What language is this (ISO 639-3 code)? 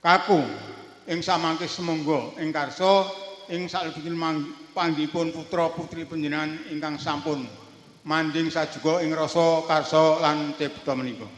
jav